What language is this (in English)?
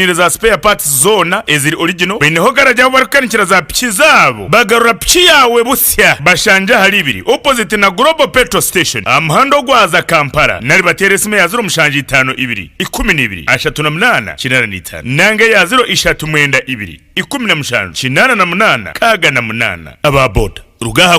Nyankole